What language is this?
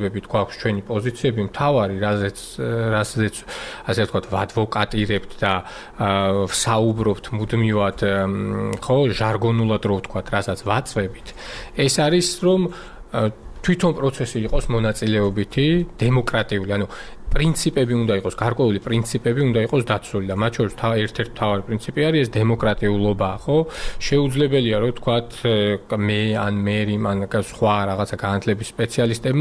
Georgian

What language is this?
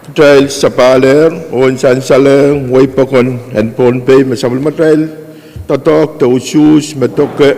Pohnpeian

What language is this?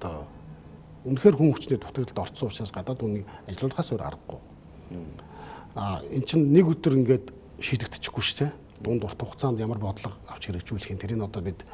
Mongolian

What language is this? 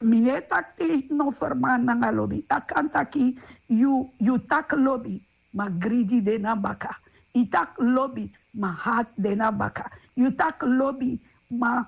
Sranan Tongo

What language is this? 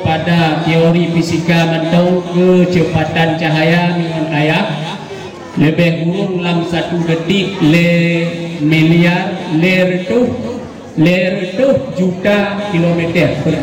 Achinese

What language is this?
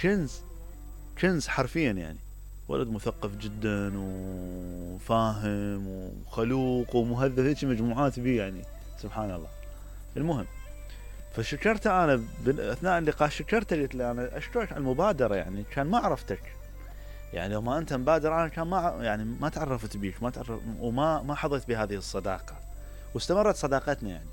Mesopotamian Arabic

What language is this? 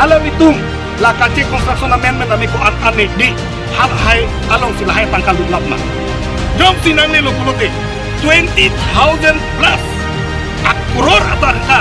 Karbi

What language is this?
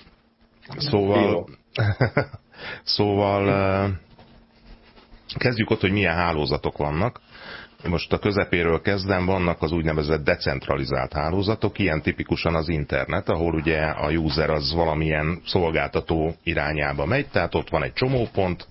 Hungarian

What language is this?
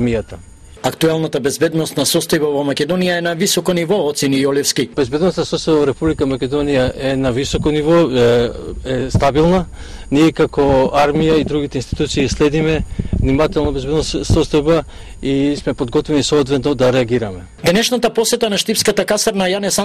Macedonian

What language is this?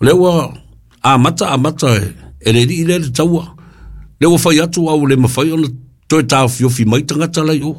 Samoan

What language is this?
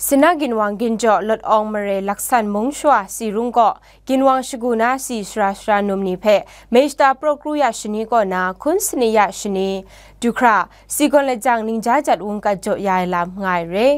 Kachin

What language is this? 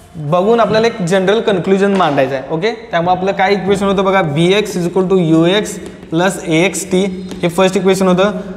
Marathi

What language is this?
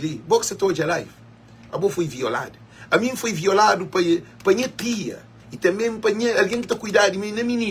Kabuverdianu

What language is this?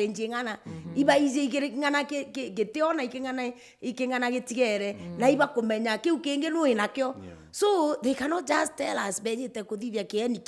Meru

